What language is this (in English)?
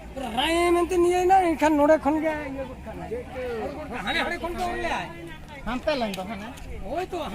Santali